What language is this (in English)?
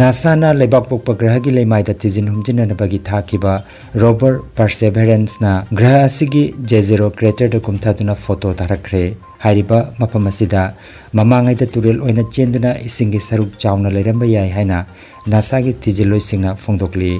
Manipuri